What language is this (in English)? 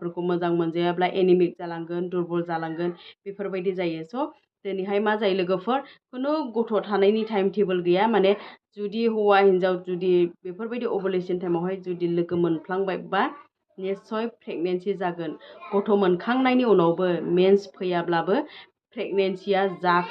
Bodo